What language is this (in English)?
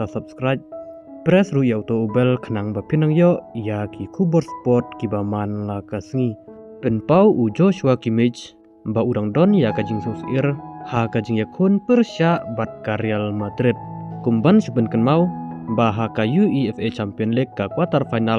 Khasi